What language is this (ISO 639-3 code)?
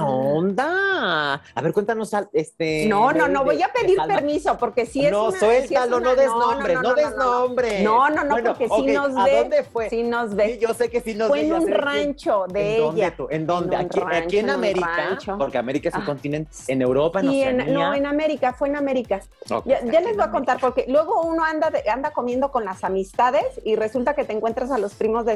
spa